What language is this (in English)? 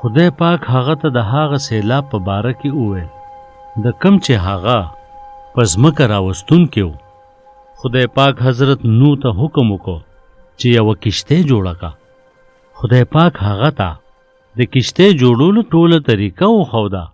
Pashto